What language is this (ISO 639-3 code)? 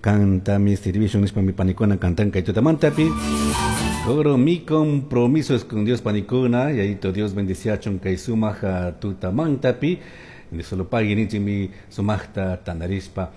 qug